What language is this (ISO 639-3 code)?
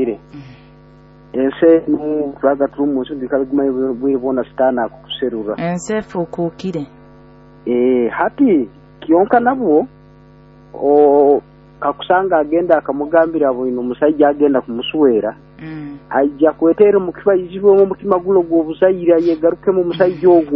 nyo